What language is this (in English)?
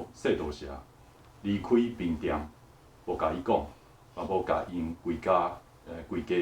Min Nan Chinese